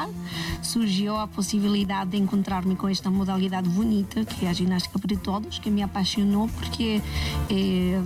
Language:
Portuguese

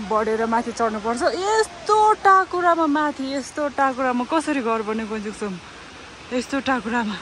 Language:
Nepali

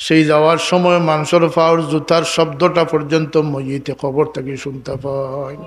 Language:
Sylheti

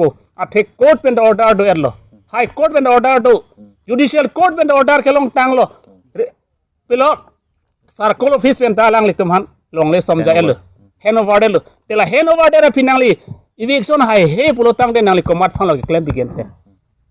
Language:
Karbi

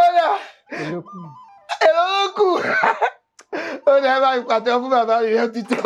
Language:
Yoruba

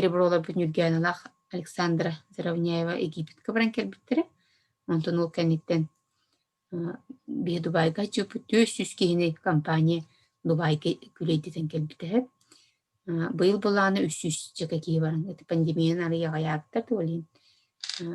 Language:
Yakut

